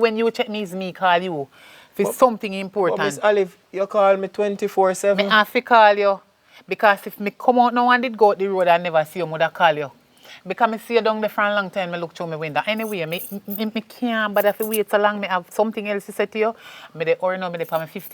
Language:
Jamaican Creole English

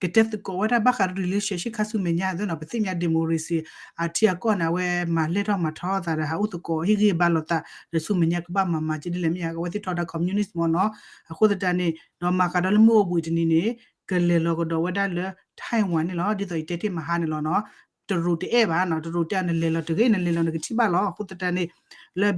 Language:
S'gaw Karen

